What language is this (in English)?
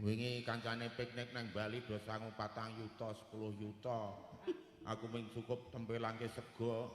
Javanese